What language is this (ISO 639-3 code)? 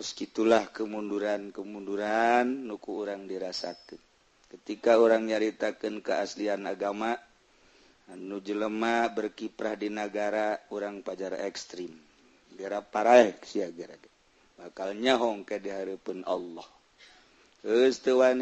sun